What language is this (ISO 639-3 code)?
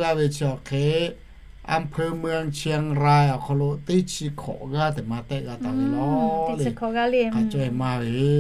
lhu